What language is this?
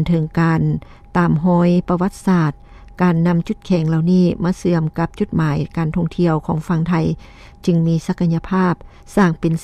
Lao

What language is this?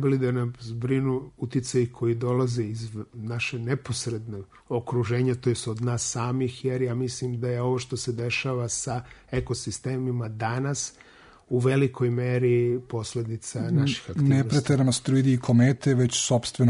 Serbian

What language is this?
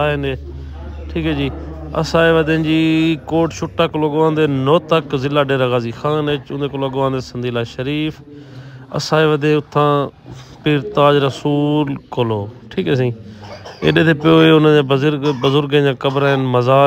Saraiki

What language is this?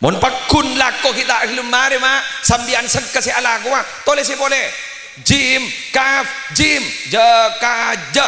Madurese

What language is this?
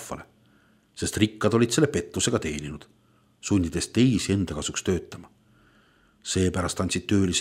Estonian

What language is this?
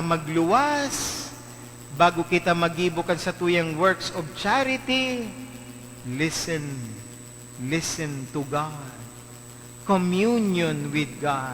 Bikol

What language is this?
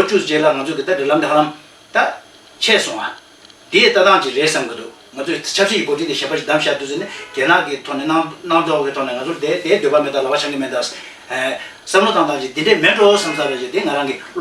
Tibetan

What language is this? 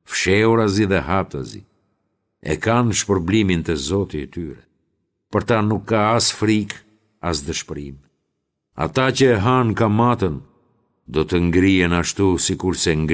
Albanian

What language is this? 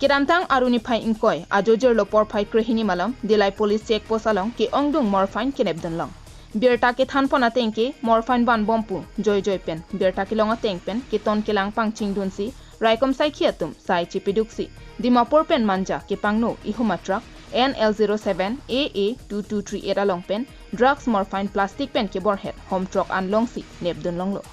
Karbi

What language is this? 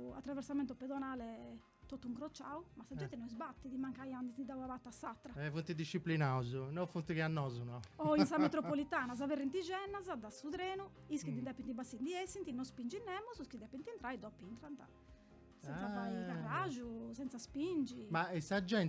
Sardinian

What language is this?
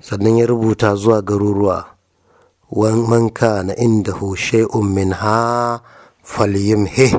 Hausa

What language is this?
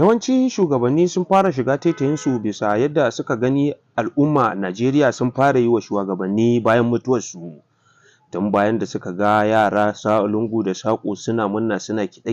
Hausa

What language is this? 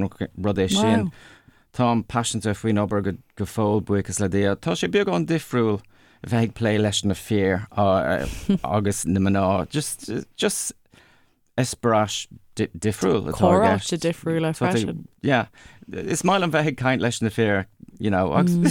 Irish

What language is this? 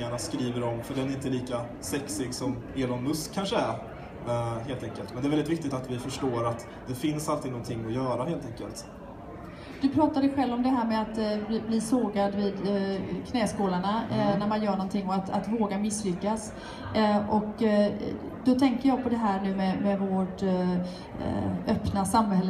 Swedish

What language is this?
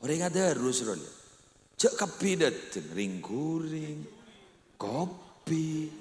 Madurese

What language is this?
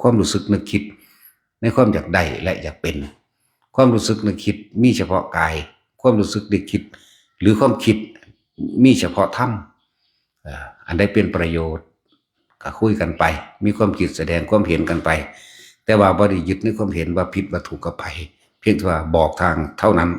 Northeastern Thai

